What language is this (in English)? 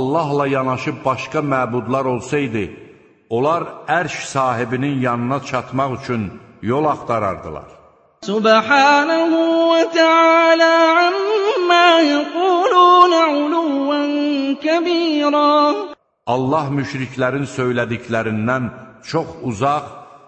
Azerbaijani